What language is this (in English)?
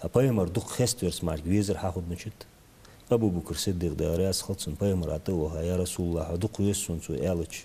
Ingush